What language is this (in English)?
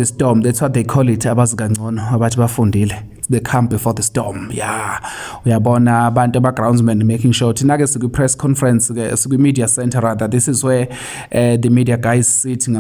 Zulu